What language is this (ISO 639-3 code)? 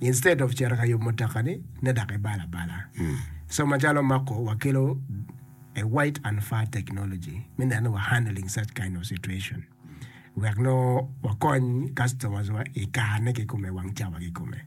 ach